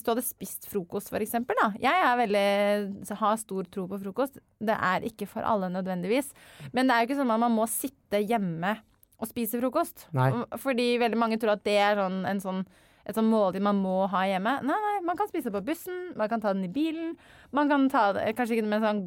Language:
Norwegian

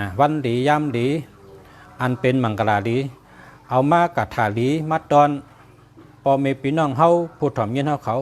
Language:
Shan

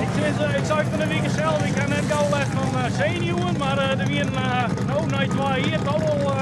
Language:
Western Frisian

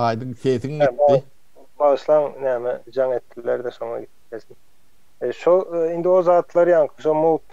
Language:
Turkmen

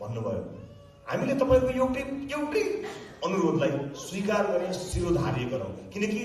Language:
Nepali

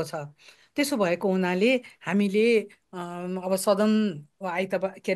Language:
Nepali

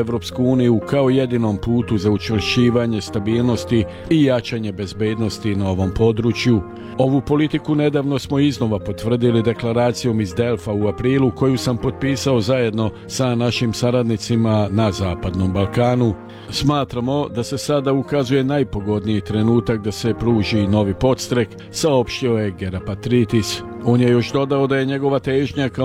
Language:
Serbian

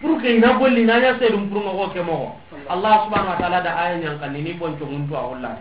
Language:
Soninke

